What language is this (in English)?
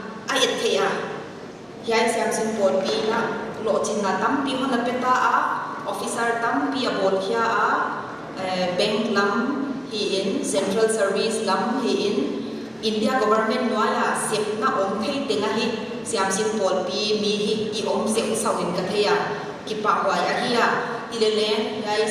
Paite Chin